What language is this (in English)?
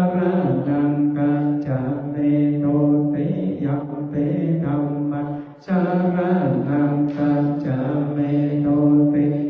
Pali